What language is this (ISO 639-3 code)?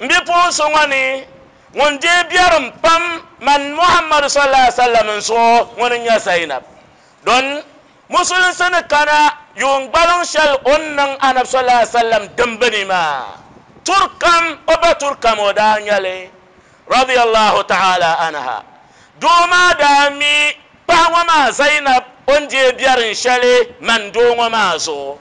dag